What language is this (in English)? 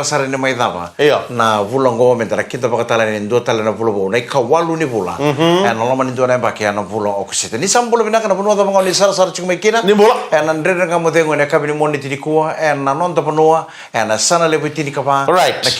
Fijian